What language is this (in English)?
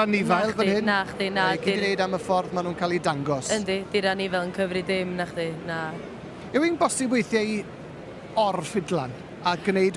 Welsh